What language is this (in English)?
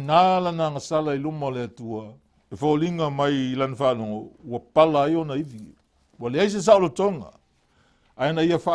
Samoan